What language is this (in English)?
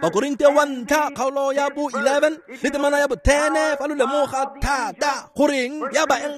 Tswana